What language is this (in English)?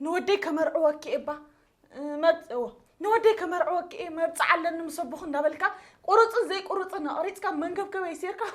Tigrinya